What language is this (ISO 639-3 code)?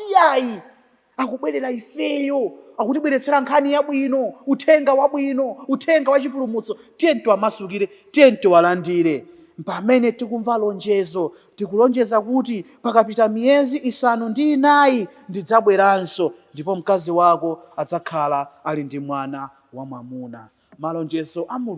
nya